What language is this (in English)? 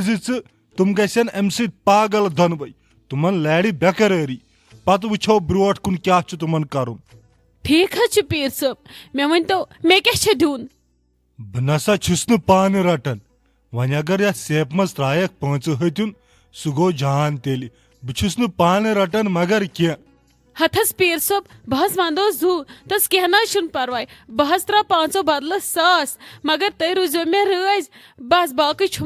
Kashmiri